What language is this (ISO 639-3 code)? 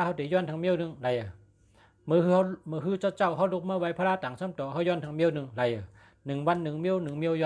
shn